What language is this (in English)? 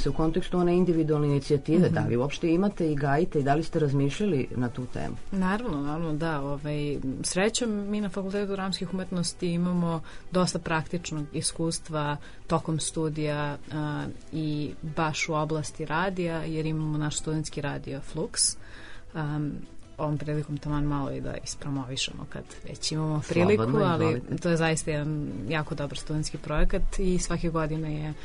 Serbian